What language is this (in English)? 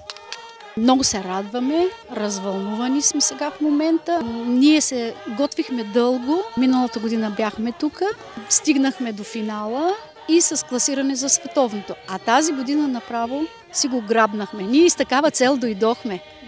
Bulgarian